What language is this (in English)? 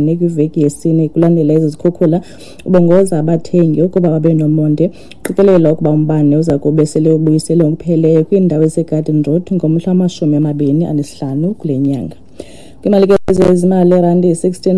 Xhosa